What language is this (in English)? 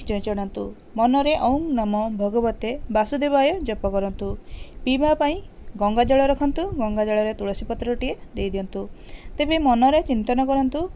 Odia